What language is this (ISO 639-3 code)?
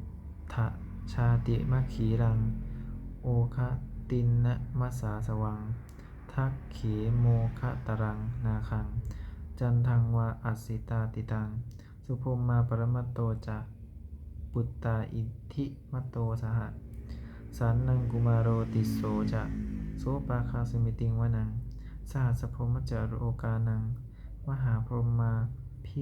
pli